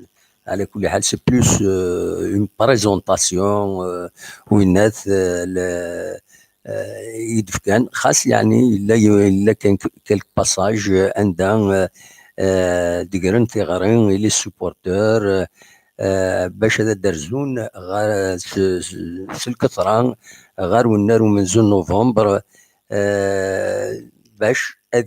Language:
Kabyle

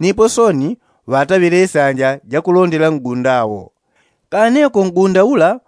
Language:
Yao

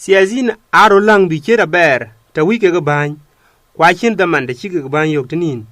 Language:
Dinka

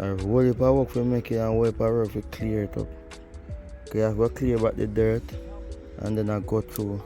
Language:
Jamaican Creole English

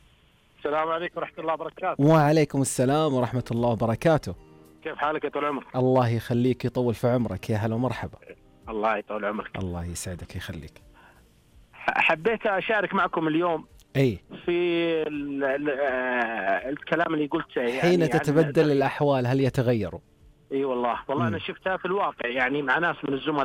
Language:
Najdi Arabic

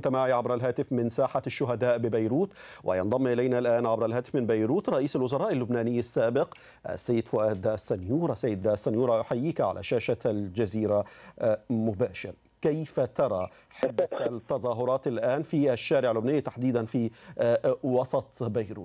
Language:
Arabic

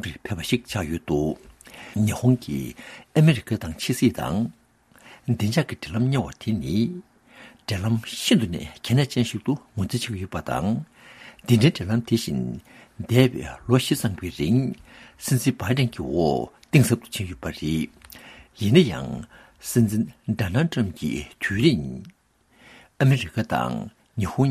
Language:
Tibetan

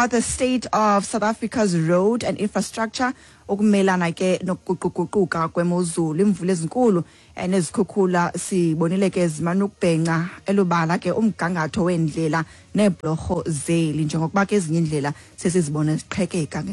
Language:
Xhosa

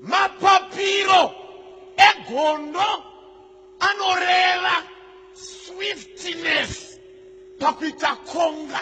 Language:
Shona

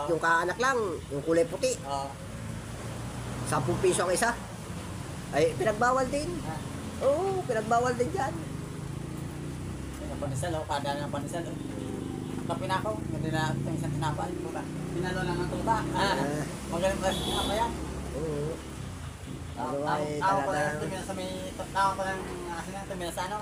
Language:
Filipino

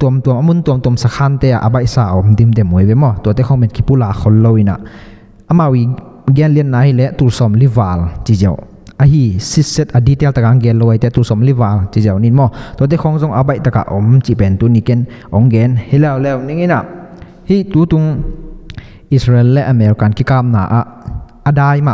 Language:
Tedim Chin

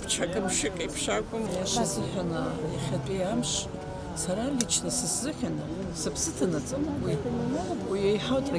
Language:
Abkhazian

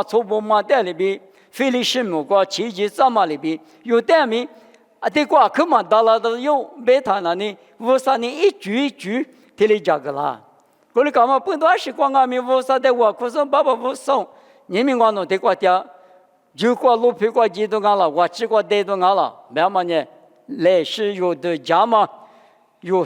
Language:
Lisu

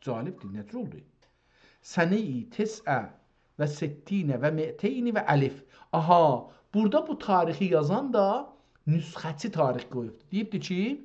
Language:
South Azerbaijani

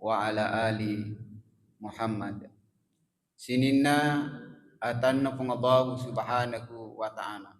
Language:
Buginese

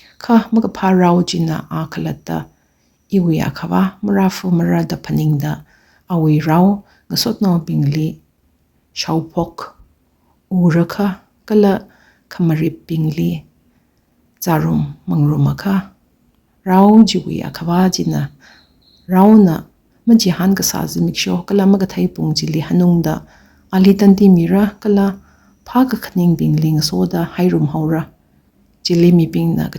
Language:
Tangkhul Naga (India)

